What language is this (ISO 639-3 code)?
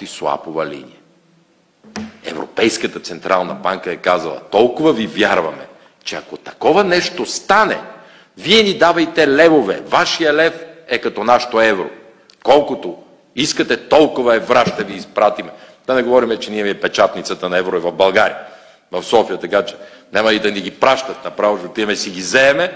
bul